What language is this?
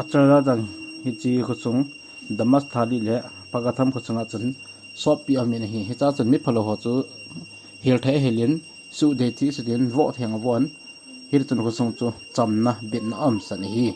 Thado Chin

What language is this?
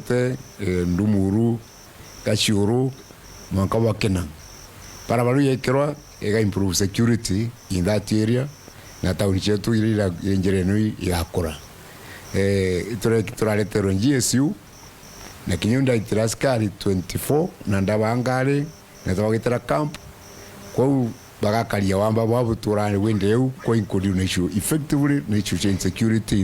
Meru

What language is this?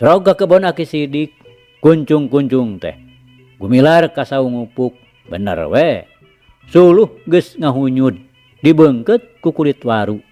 Sundanese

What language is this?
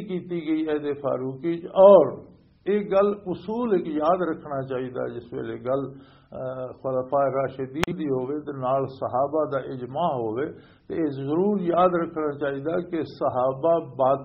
Western Panjabi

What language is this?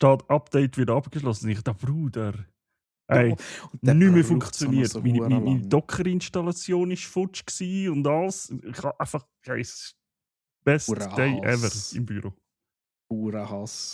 Swiss German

